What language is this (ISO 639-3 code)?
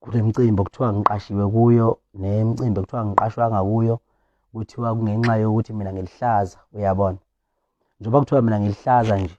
zul